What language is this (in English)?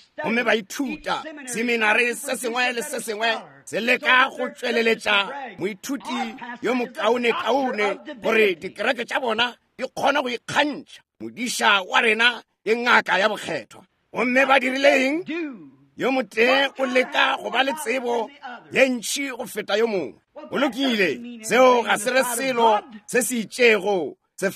Northern Sotho